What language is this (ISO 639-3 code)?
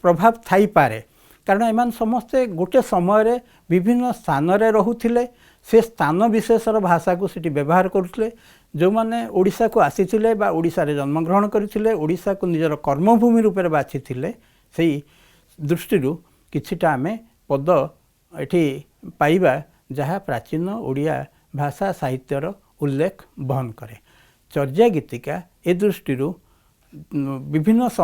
ori